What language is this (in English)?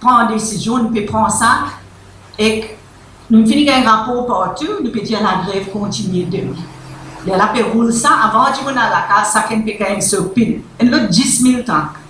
Morisyen